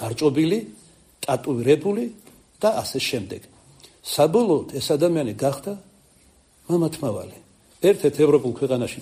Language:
Georgian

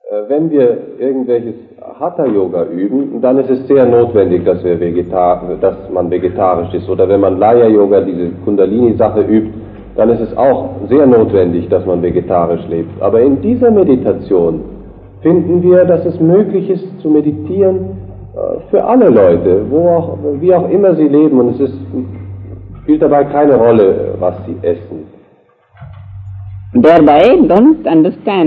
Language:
German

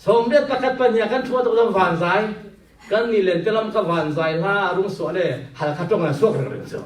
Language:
Falam Chin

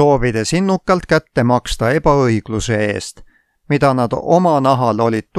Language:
Estonian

